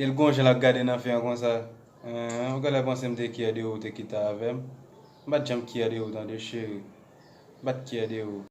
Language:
Haitian Creole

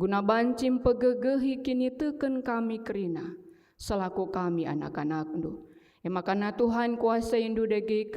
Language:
Batak Karo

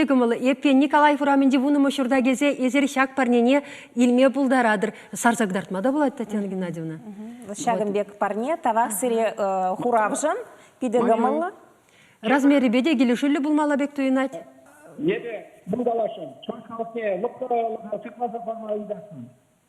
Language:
Chuvash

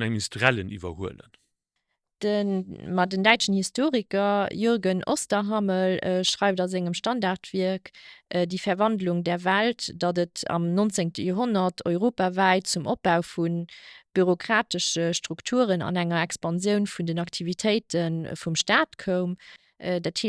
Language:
Luxembourgish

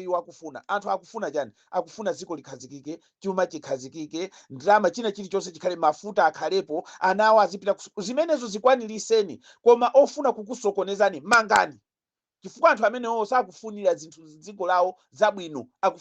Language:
Nyanja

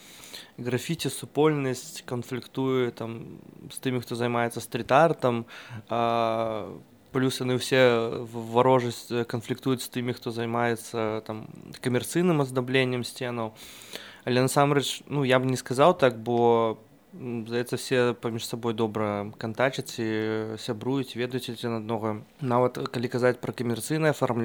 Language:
Belarusian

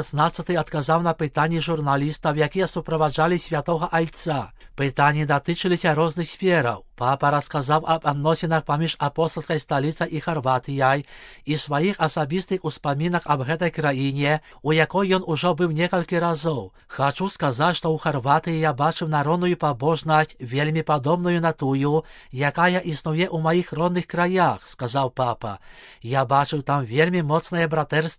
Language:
Belarusian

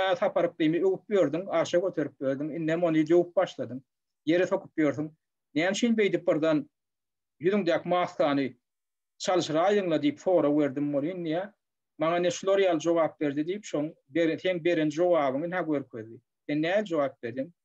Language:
Turkmen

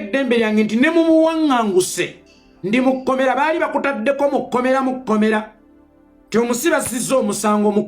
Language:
Ganda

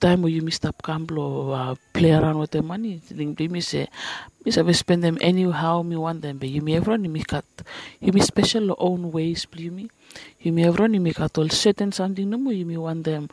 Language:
Bislama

